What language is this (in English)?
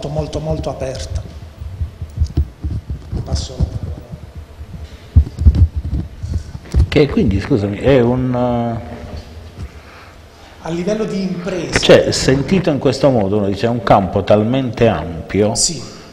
Italian